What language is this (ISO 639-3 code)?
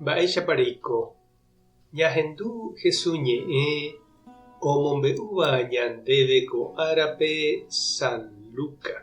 grn